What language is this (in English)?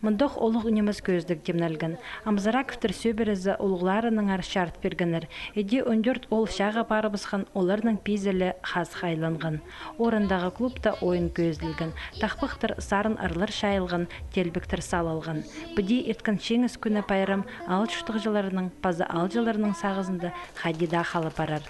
Khakas